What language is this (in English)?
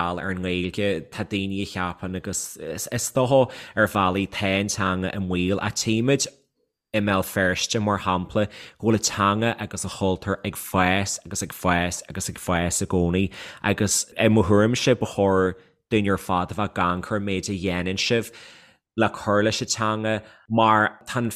Irish